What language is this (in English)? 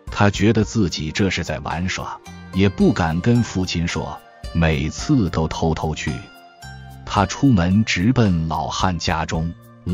Chinese